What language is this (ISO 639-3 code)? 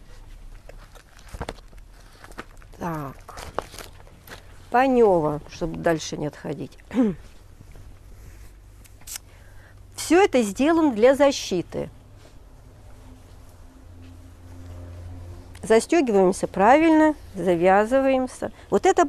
rus